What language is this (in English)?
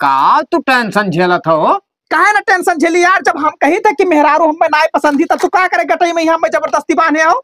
Awadhi